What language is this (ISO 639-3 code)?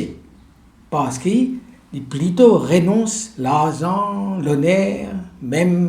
mfe